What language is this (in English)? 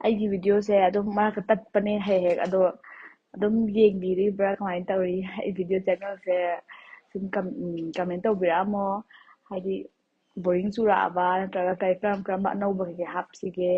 Manipuri